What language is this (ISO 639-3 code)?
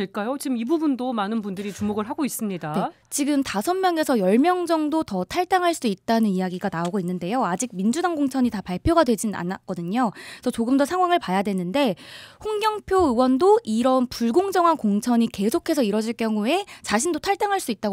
kor